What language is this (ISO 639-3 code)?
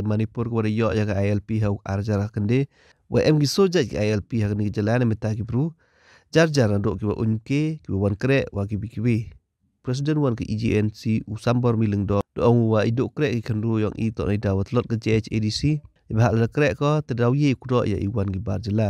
pbv